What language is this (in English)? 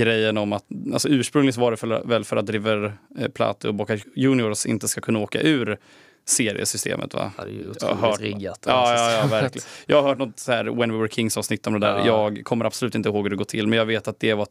Swedish